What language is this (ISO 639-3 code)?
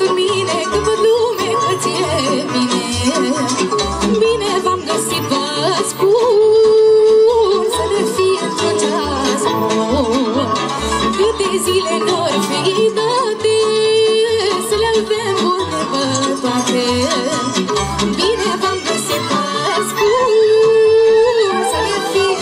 ron